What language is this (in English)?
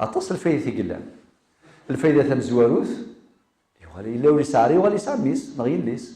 Kabyle